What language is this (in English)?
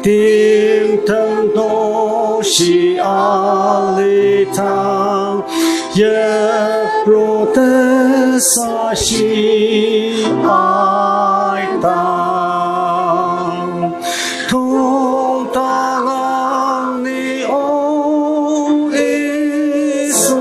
Ao Naga